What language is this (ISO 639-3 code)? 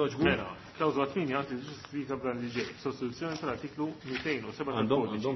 mlt